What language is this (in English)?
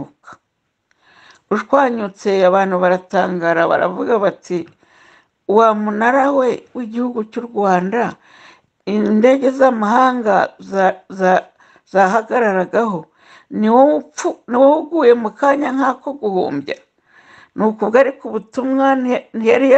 Kinyarwanda